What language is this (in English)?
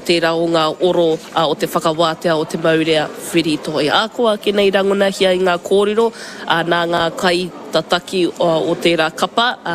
Māori